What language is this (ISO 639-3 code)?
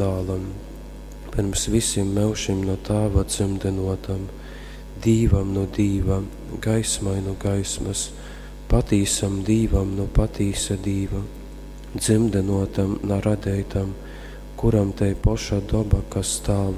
ltg